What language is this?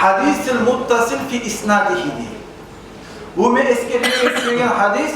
Kumyk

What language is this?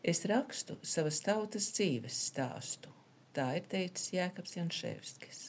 Latvian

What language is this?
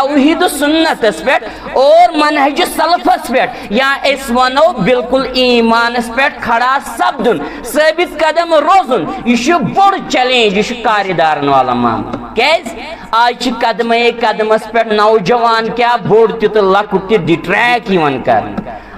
Kashmiri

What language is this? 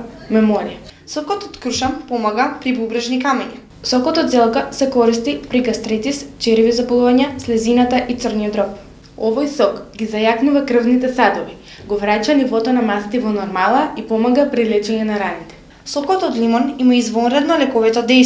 Macedonian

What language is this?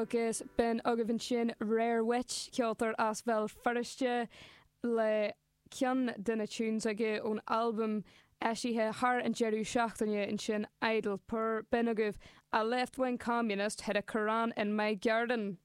Irish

